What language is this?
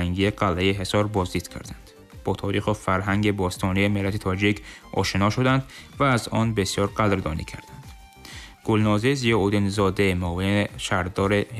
Tajik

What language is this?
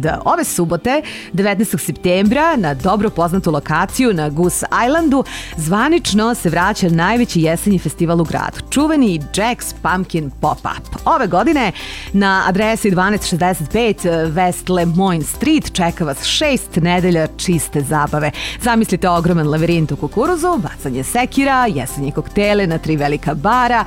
Serbian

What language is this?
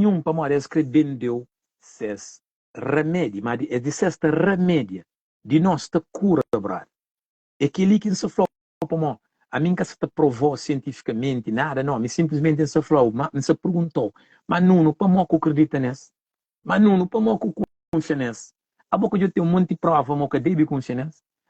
Kabuverdianu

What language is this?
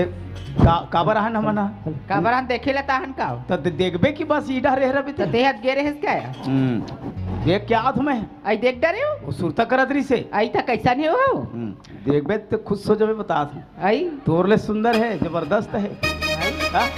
Chhattisgarhi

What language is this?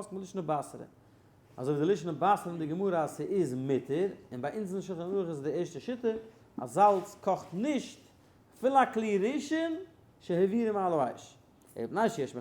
Yiddish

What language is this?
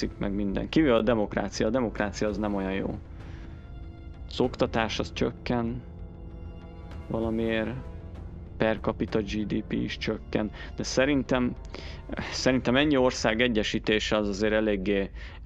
Hungarian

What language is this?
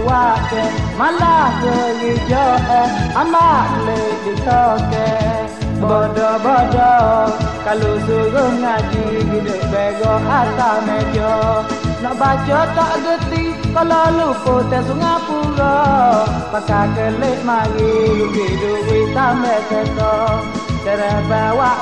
Pattani Malay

